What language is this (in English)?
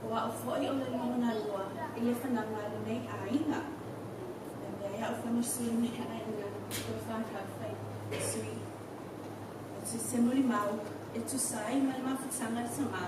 Samoan